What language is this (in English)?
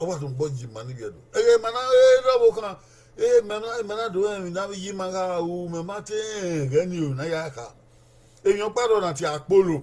Bini